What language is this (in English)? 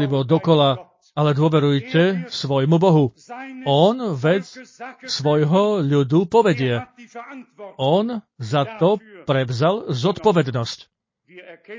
Slovak